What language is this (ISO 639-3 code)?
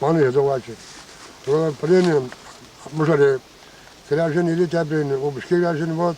chv